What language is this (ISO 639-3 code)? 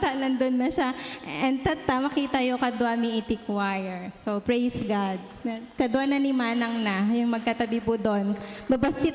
ilo